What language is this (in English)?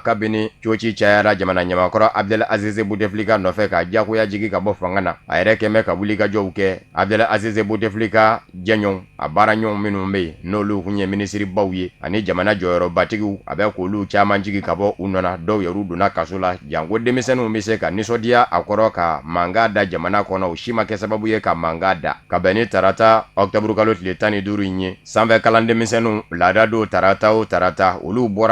Bambara